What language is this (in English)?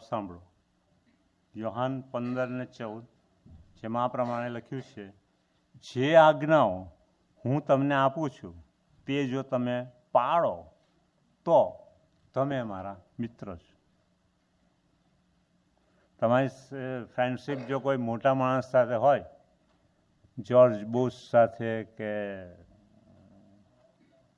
Gujarati